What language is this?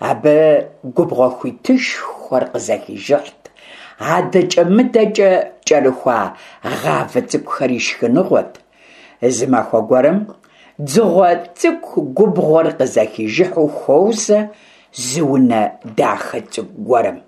Kabardian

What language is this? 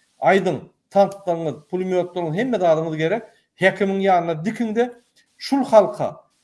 Turkmen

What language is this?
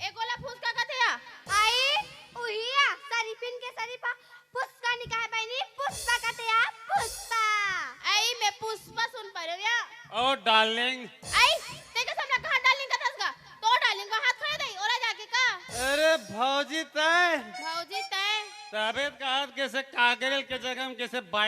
Chhattisgarhi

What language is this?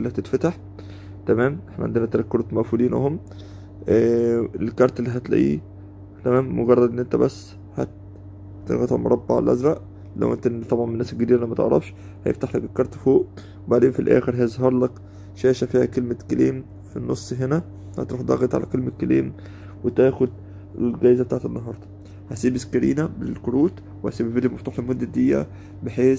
Egyptian Arabic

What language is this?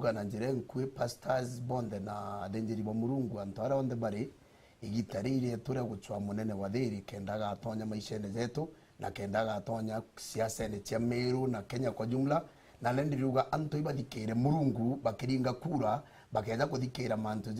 Meru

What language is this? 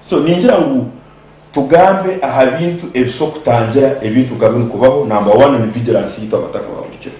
Nyankole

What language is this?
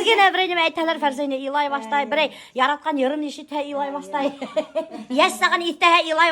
Bashkir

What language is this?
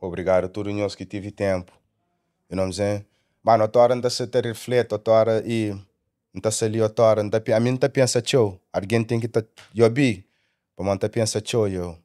Kabuverdianu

